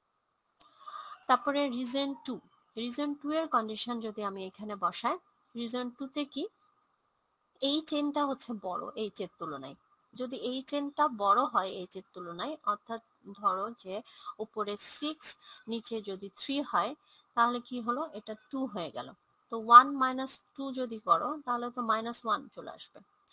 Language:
Bangla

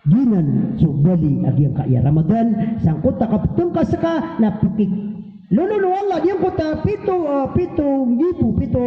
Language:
Maranao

